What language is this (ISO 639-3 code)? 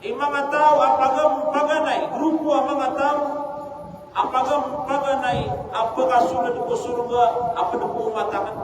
mrw